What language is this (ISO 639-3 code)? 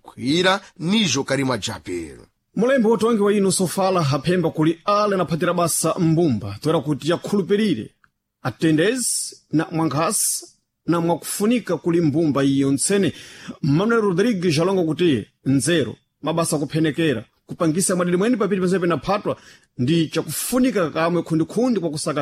seh